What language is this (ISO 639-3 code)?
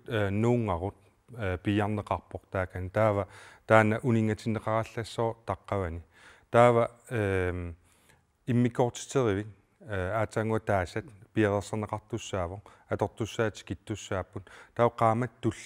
kal